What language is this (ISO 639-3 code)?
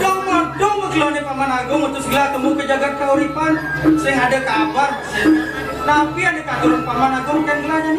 ban